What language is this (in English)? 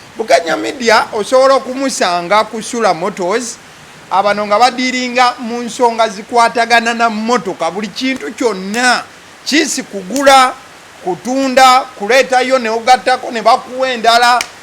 Ganda